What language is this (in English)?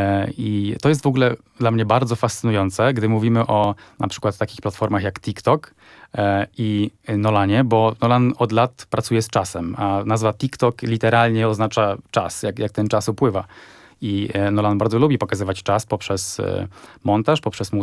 Polish